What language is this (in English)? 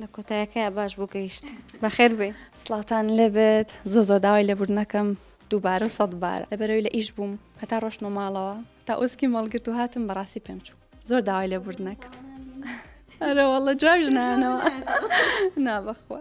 Central Kurdish